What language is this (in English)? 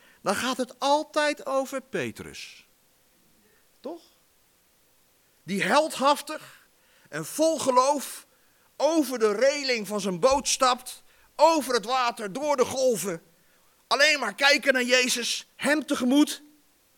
Dutch